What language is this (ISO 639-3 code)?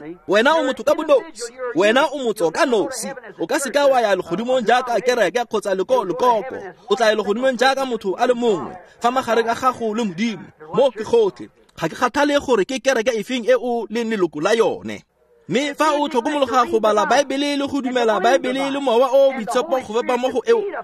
tsn